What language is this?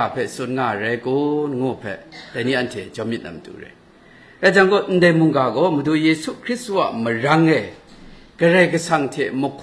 Kachin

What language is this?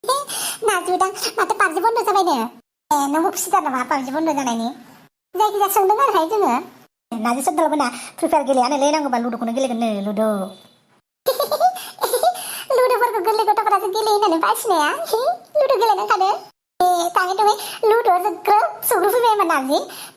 Bodo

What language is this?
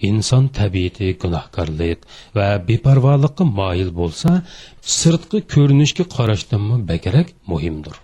Uyghur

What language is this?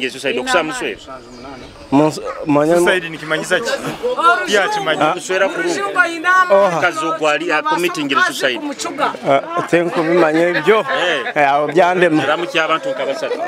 Nyoro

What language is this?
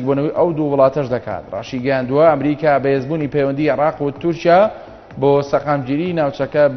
Central Kurdish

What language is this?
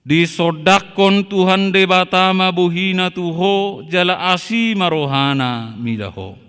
Batak Toba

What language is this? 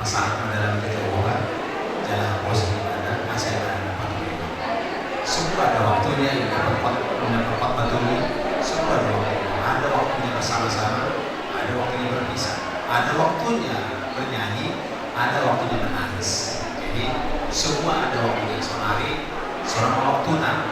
Batak Toba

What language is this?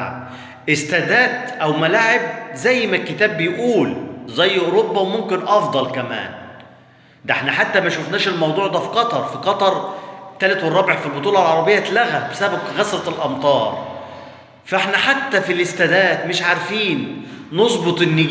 Egyptian Arabic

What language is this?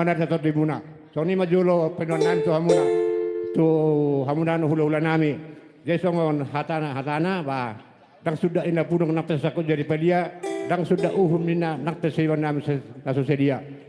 Batak Toba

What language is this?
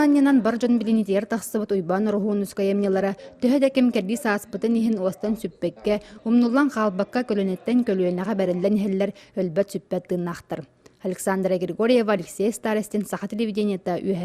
Yakut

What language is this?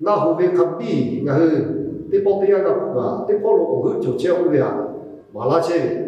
Lahu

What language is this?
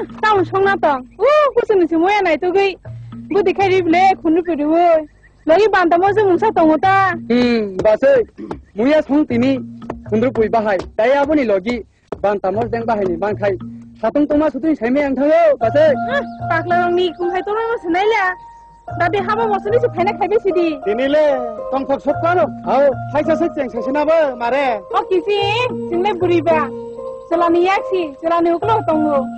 Kok Borok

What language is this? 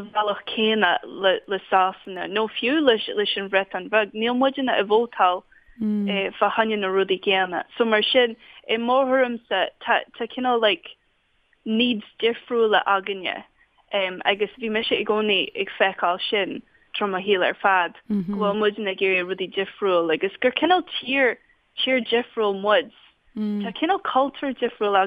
Irish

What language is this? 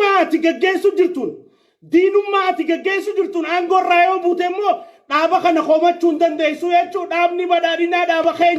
Oromo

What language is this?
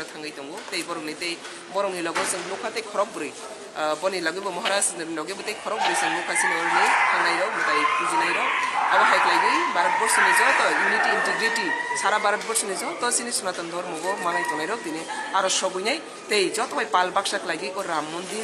Kok Borok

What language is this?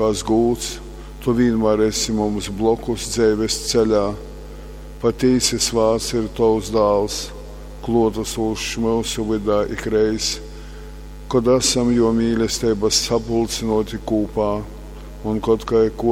Latgalian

